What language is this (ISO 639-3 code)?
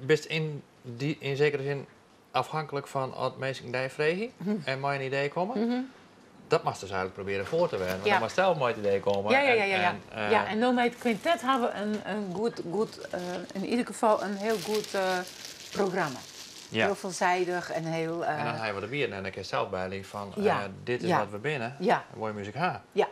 fry